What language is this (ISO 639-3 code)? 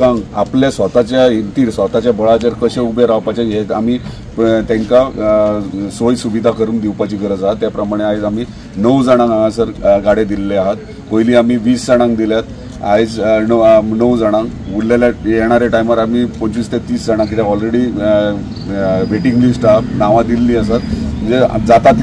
kok